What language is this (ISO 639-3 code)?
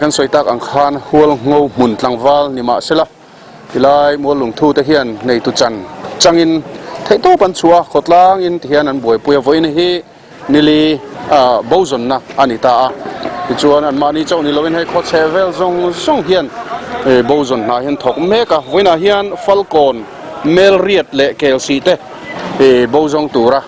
lus